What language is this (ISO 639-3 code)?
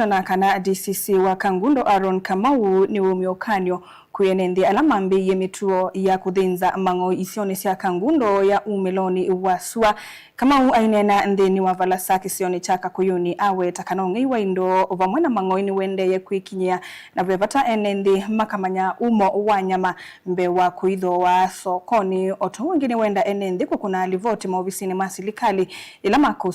kam